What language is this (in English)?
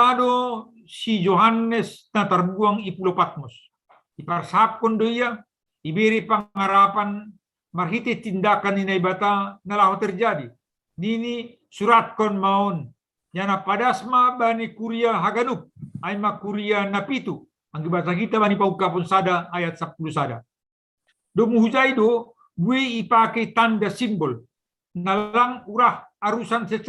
Batak Simalungun